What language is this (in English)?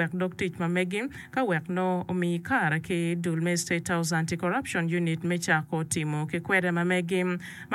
Acoli